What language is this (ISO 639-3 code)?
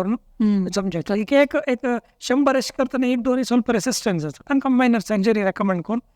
kok